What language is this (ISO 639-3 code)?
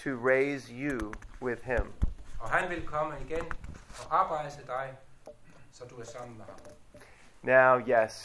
dan